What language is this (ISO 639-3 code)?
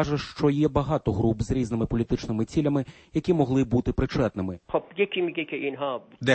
ukr